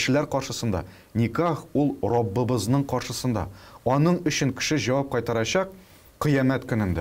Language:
Tatar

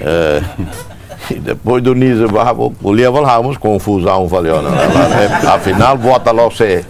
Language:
Tetum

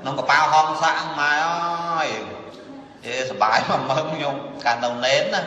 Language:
Khmer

